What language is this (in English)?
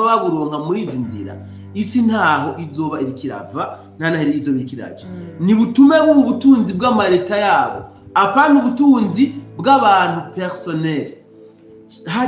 Rundi